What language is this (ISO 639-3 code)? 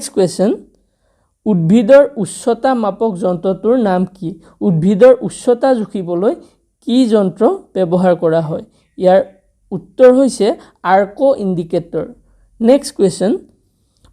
asm